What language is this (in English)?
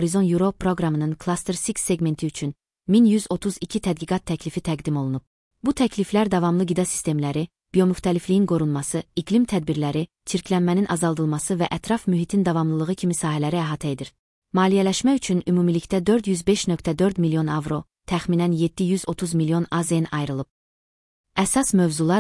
Azerbaijani